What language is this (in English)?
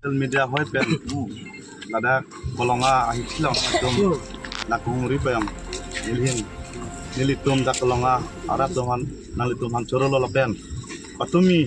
Karbi